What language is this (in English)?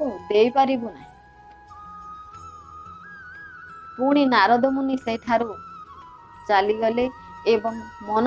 Odia